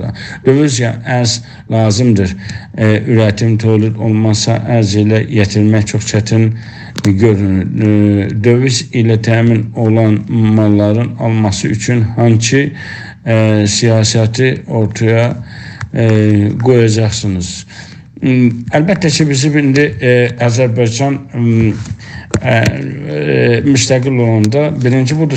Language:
South Azerbaijani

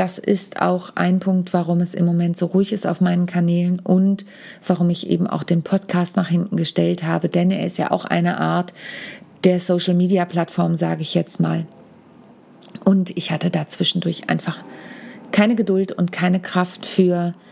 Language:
German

